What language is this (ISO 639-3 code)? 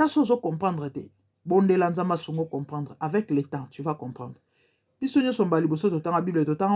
lin